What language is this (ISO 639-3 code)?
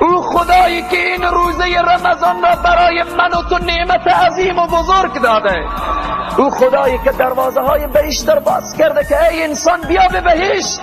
fas